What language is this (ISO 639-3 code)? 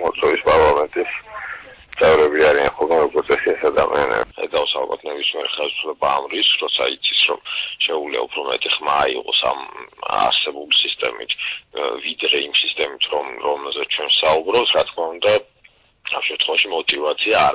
kat